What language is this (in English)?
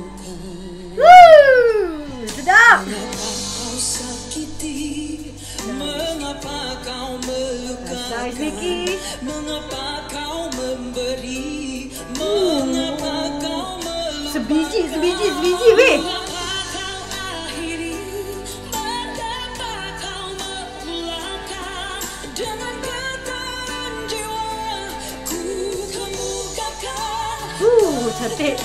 Malay